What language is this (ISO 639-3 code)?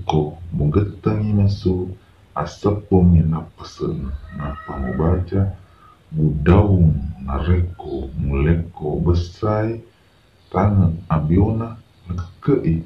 bug